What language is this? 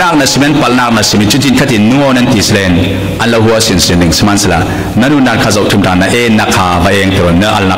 Falam Chin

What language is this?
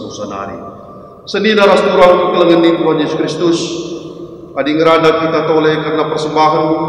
Batak Karo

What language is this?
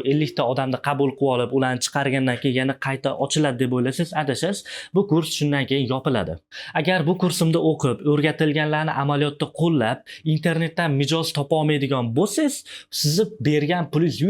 Uzbek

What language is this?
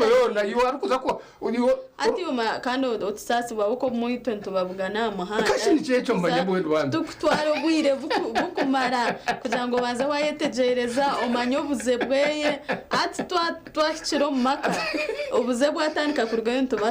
Nyankole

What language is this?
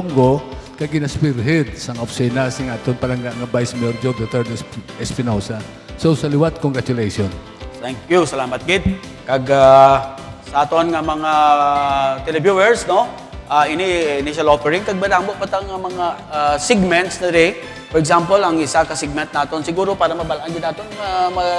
Hiligaynon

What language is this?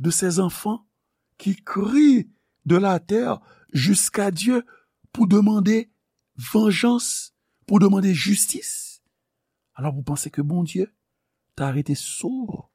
Haitian Creole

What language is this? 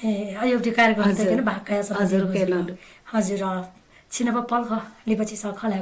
Newari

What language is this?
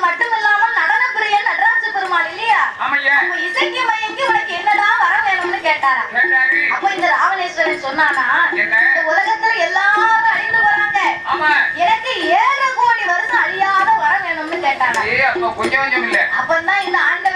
Tamil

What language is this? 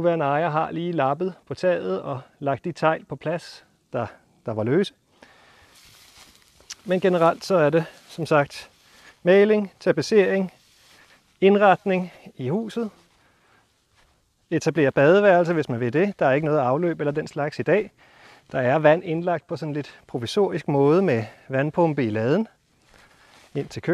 Danish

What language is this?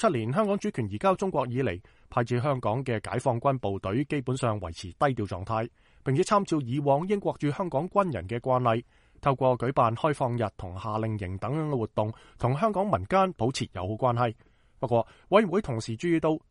Cantonese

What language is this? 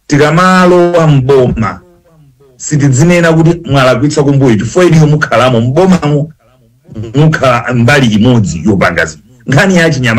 Nyanja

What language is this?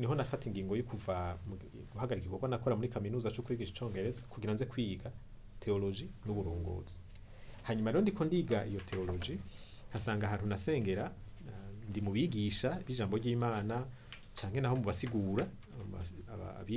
Rundi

